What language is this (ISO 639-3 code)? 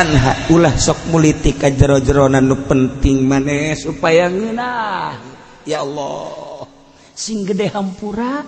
sun